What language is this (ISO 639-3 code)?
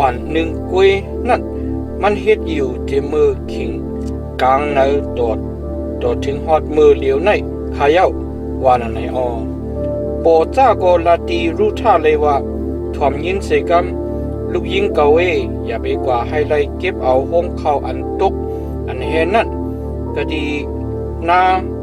shn